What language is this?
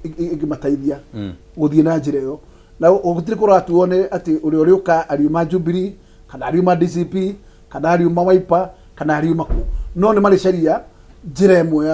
Kikuyu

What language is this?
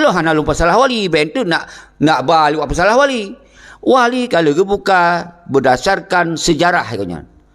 Achinese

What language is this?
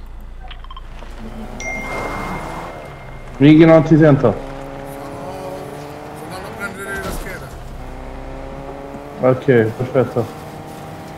Italian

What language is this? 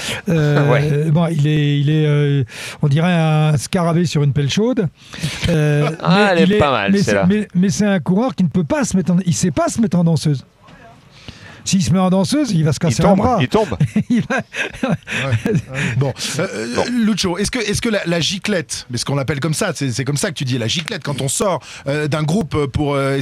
French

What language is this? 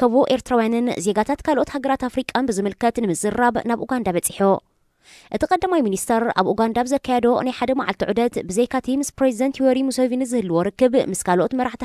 Tigrinya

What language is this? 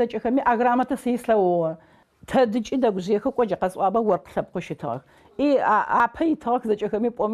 Adyghe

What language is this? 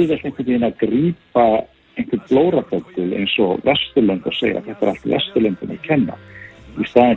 Icelandic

